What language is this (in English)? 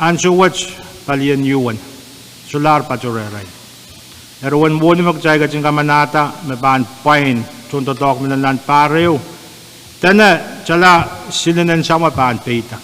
Pohnpeian